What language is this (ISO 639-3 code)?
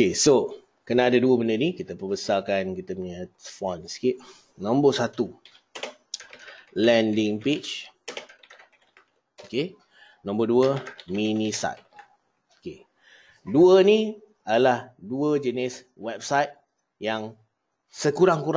msa